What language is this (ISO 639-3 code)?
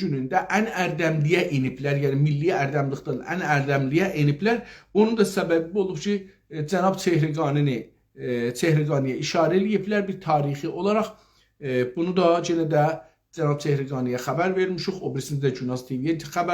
azb